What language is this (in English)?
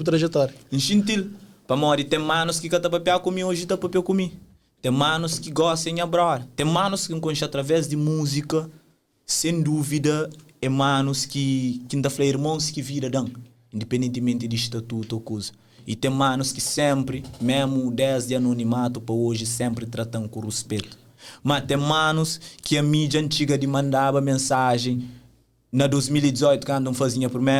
Kabuverdianu